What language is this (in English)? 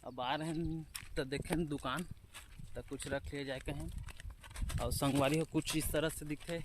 Chhattisgarhi